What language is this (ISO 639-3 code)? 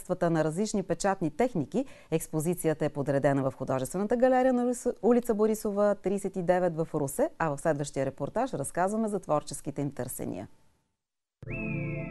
bul